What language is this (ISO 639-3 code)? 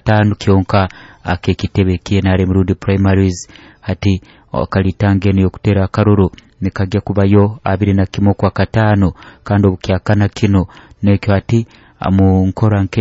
nyo